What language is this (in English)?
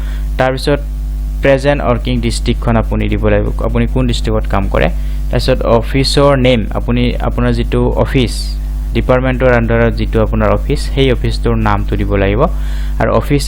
Assamese